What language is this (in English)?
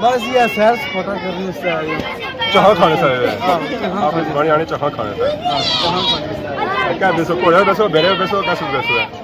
Pahari-Potwari